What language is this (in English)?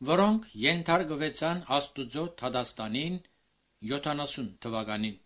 Armenian